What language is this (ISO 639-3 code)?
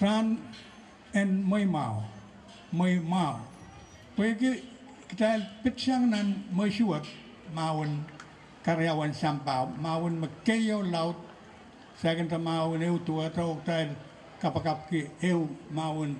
pon